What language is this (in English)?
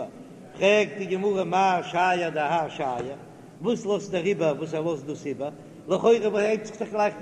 Yiddish